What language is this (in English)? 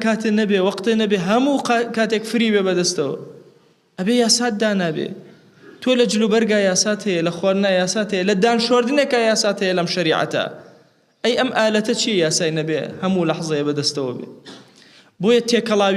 Central Kurdish